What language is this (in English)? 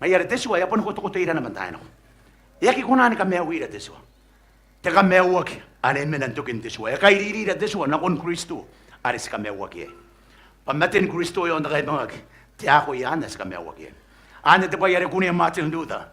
Gilbertese